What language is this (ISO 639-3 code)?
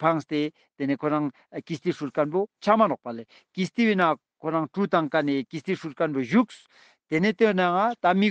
lbj